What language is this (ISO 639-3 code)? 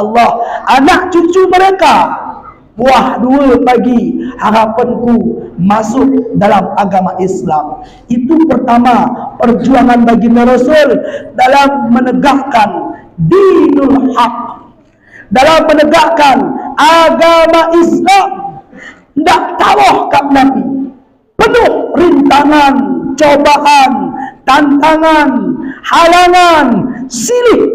btz